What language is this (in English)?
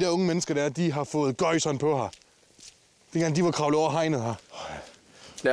Danish